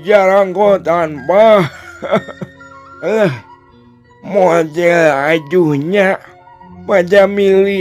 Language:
Sundanese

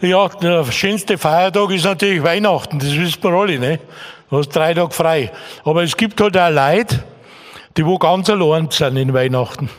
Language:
Bavarian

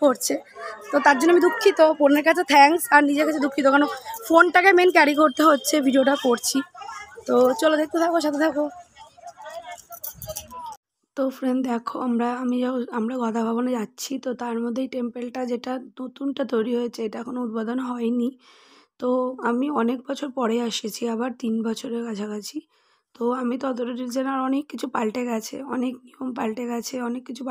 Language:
Bangla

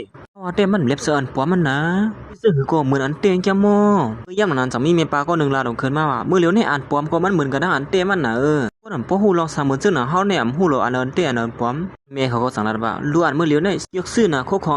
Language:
Shan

